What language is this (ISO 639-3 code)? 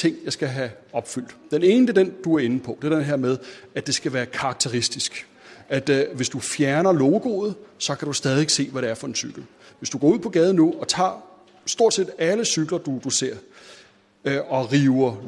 dan